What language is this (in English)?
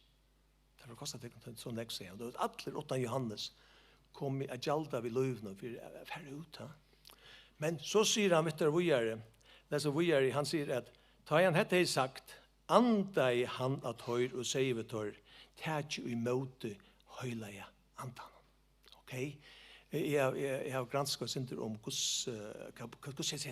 Faroese